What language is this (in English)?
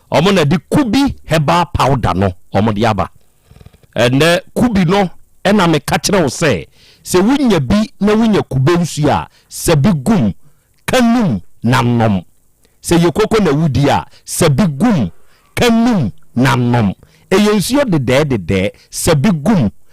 Akan